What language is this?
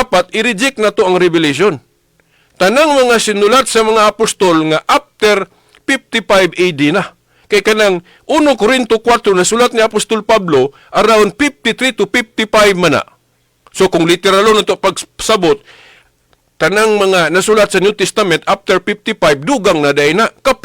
Cebuano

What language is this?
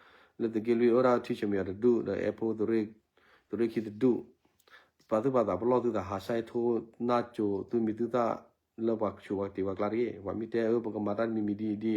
S'gaw Karen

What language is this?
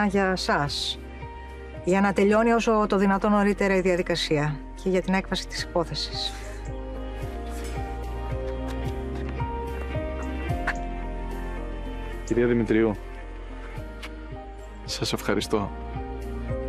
Greek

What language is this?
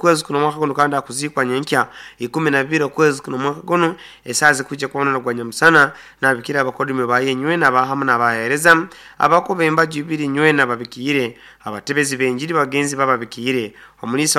Nyoro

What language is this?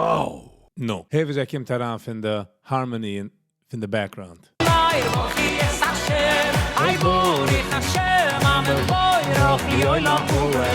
Yiddish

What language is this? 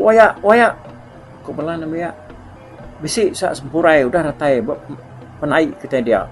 Iban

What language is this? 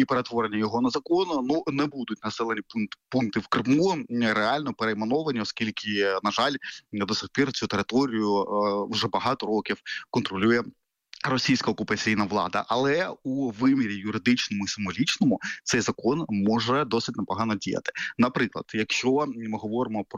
Ukrainian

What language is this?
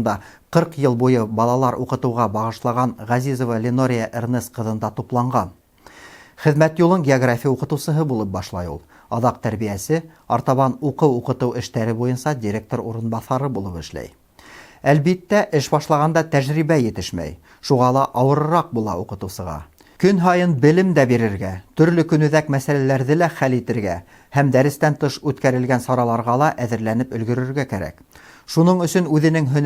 Bashkir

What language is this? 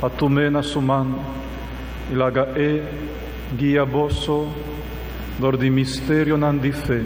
Papiamento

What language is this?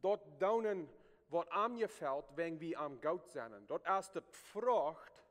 Plautdietsch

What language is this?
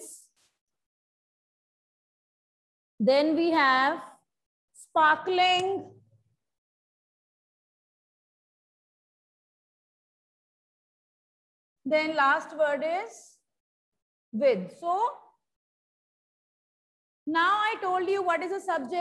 English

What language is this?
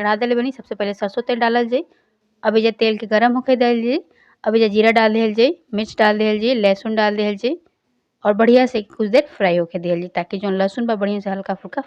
Bhojpuri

